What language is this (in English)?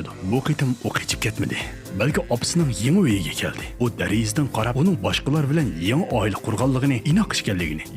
Uyghur